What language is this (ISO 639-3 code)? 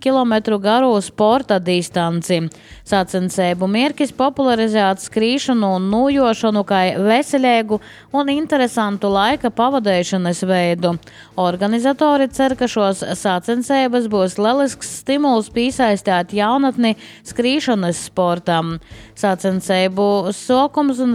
lav